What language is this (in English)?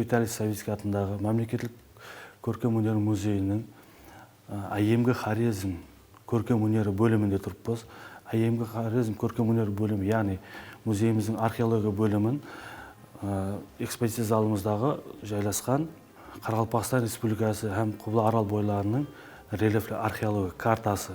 Kara-Kalpak